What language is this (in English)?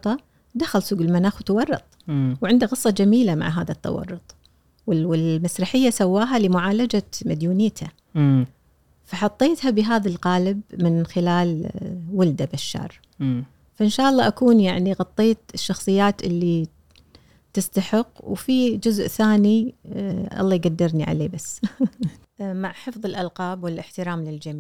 Gulf Arabic